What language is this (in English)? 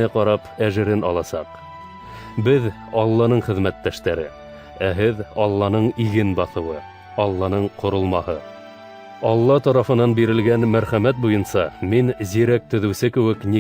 Bashkir